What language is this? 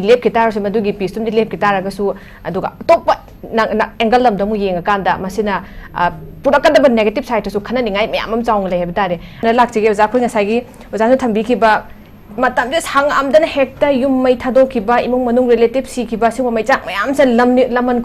Manipuri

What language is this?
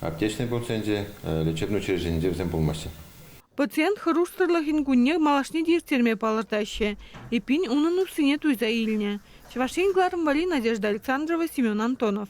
Chuvash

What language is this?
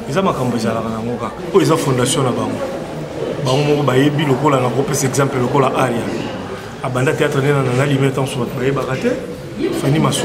Lingala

